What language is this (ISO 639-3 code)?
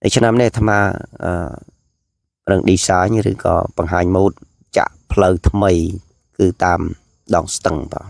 khm